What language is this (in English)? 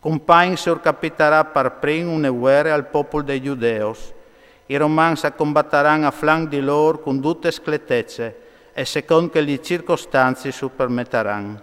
Friulian